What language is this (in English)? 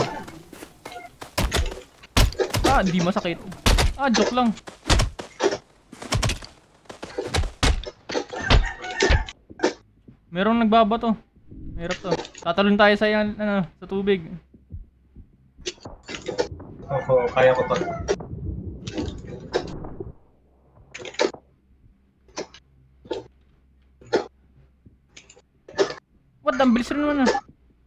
Filipino